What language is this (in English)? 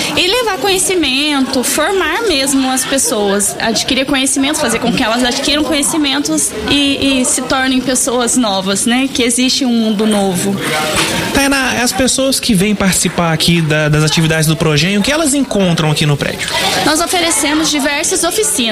Portuguese